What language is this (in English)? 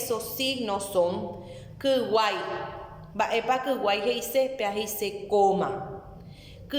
Guarani